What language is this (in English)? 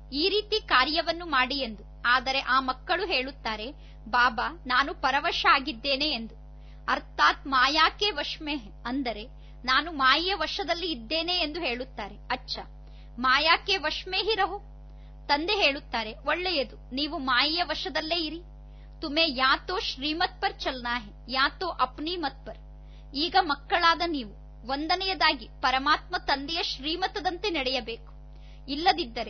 Kannada